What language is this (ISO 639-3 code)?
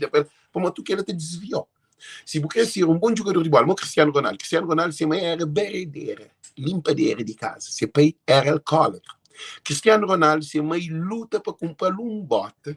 kea